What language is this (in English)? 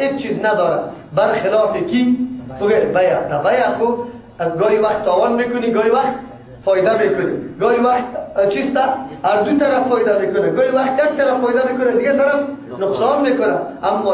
Persian